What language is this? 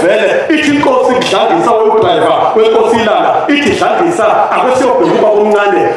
Zulu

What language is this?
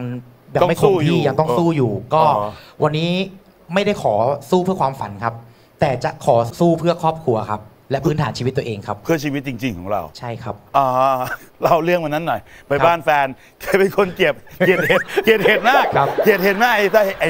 Thai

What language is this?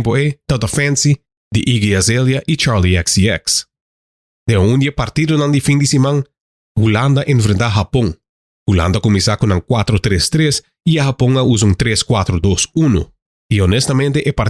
Papiamento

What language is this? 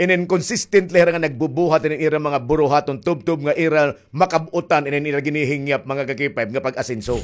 Waray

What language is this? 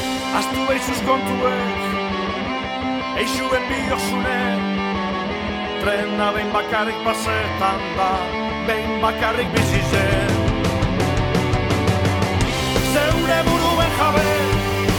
Basque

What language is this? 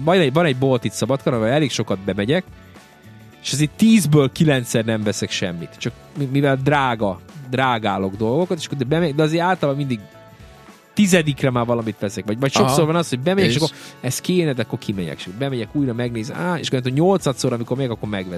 Hungarian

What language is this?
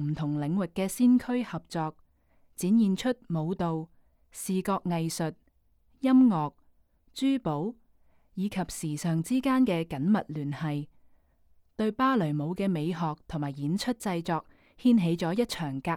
Cantonese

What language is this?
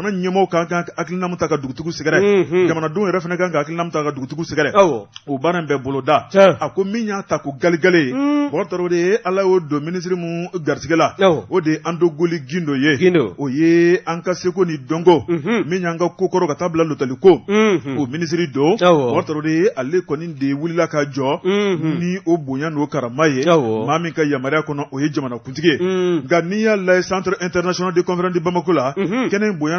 Bambara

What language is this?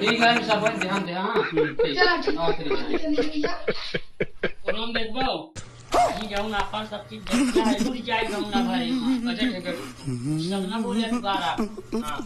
Awadhi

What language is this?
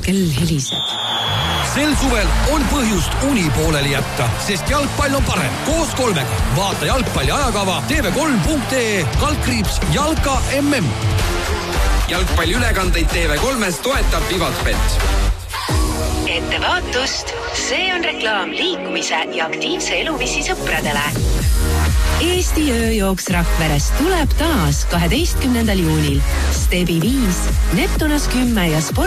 Estonian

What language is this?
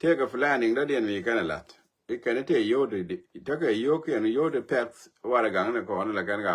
Nuer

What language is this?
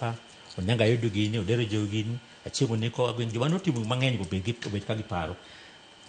Luo (Kenya and Tanzania)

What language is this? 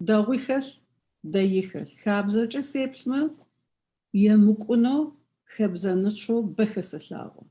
Adyghe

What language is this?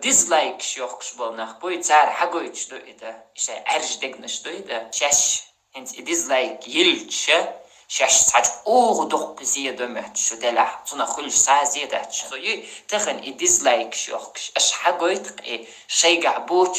Chechen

